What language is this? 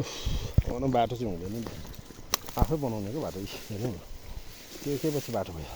Nepali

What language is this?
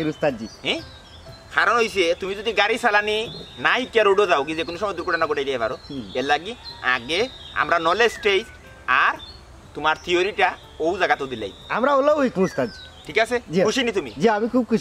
Sylheti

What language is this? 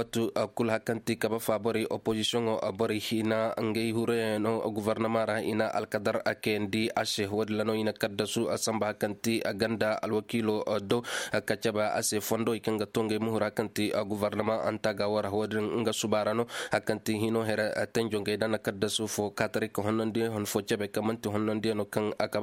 Koyraboro Senni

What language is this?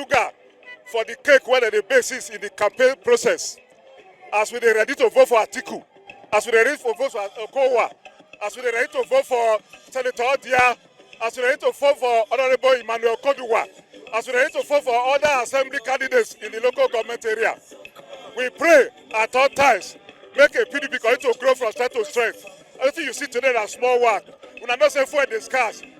Nigerian Pidgin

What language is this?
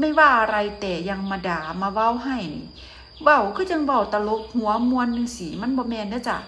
Northeastern Thai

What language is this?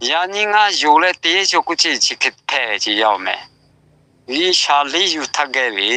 Lahu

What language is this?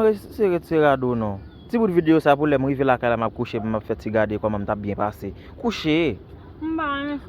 Haitian Creole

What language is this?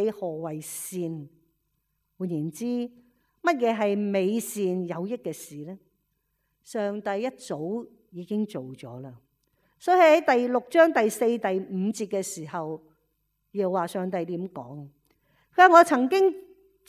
Cantonese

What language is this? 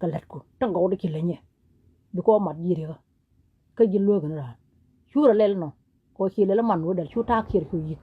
Nuer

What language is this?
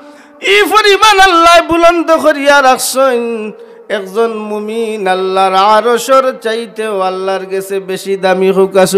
Sylheti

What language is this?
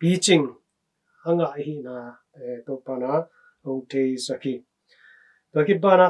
Tedim Chin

